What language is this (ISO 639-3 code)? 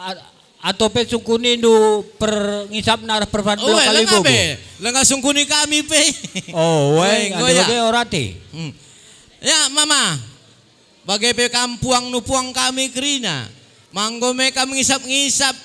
btx